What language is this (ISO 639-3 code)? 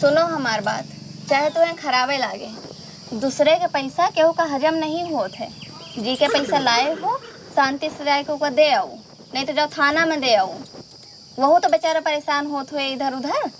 awa